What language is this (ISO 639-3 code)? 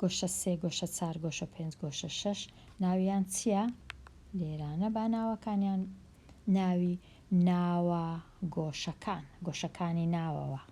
ckb